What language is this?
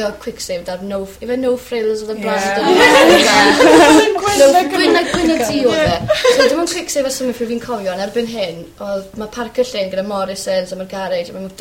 Welsh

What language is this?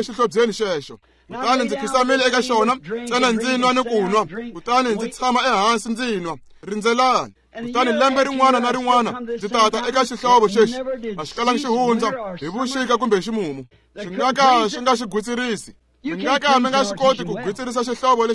Tsonga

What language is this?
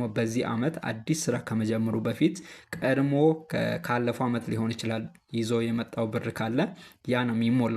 Amharic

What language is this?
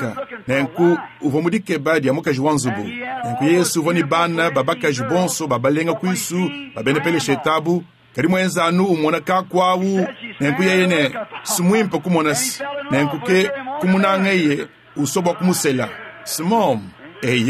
Luba-Lulua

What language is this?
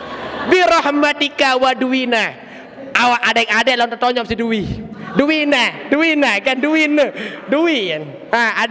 Sasak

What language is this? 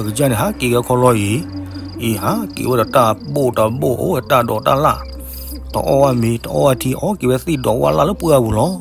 S'gaw Karen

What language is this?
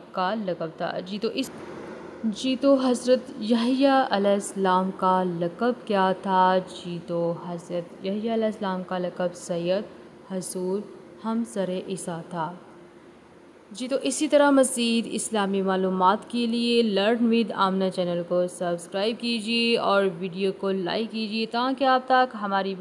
Urdu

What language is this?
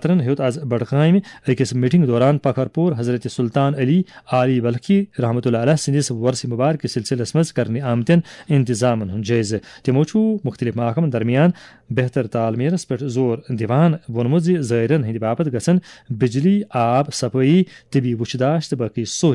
Kashmiri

